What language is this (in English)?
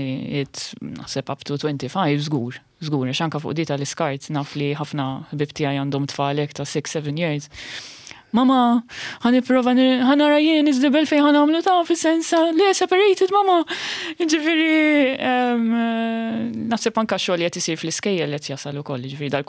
Maltese